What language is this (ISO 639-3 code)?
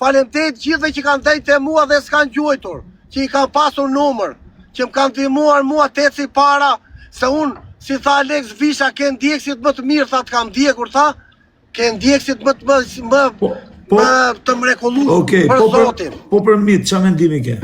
sqi